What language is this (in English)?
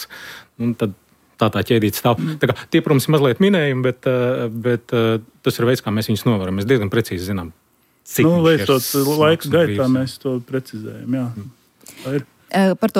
Latvian